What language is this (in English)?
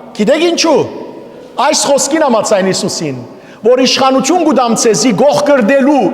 Western Armenian